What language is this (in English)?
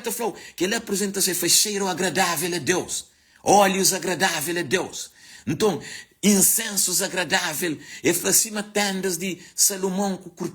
Kabuverdianu